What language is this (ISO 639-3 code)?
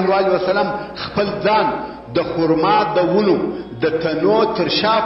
pus